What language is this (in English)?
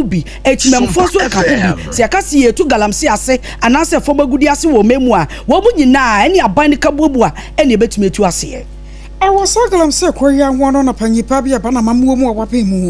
Akan